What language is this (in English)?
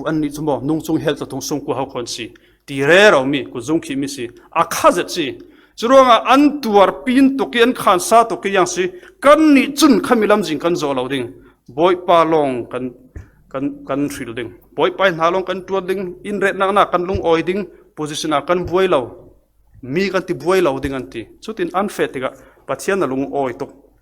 Falam Chin